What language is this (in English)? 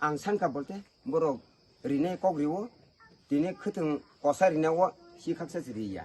Kok Borok